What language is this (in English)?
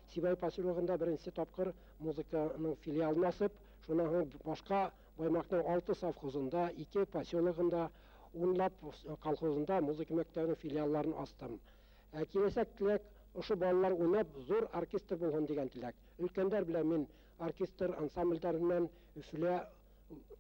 Bashkir